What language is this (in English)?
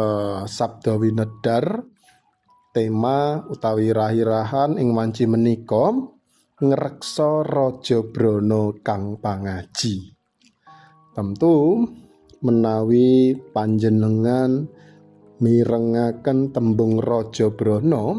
Javanese